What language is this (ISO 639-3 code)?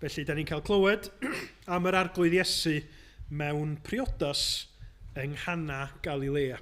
cym